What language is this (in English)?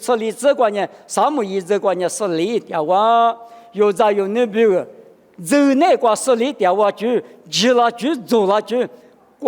Lisu